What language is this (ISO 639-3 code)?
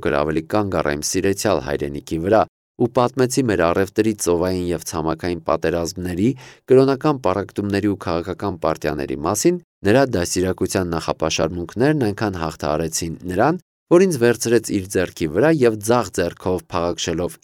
hye